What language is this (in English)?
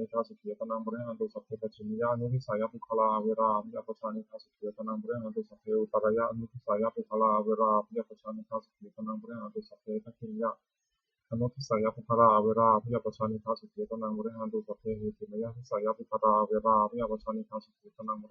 Pali